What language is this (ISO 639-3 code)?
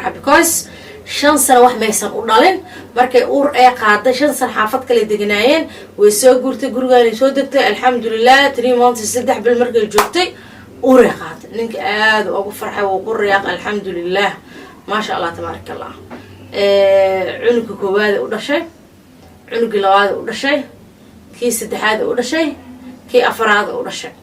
som